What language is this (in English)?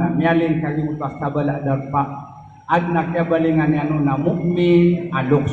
Maranao